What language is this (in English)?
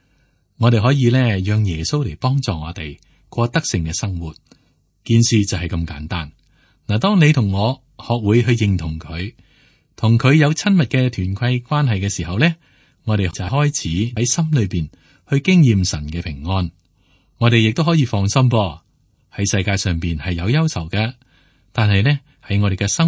Cantonese